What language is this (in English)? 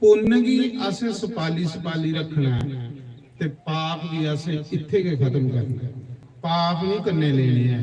Dogri